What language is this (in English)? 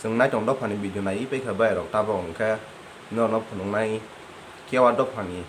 Kok Borok